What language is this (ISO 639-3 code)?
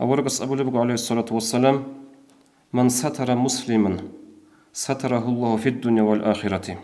ava